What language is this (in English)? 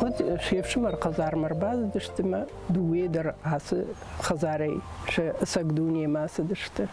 Ossetic